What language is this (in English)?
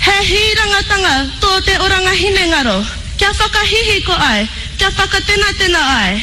Māori